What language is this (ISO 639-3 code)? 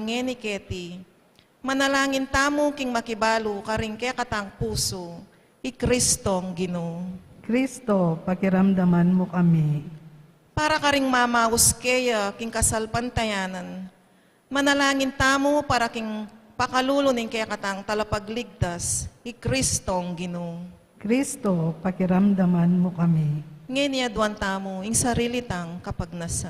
pam